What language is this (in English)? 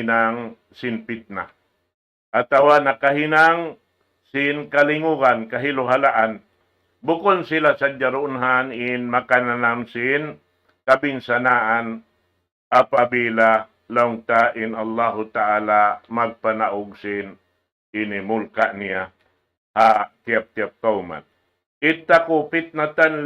Tausug